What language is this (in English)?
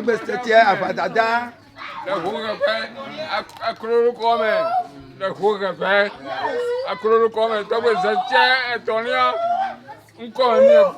Ewe